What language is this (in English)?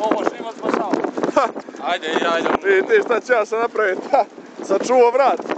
Bosnian